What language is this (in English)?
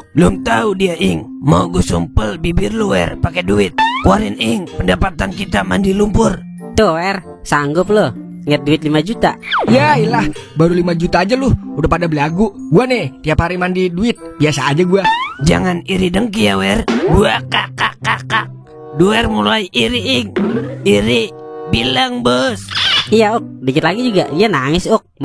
Betawi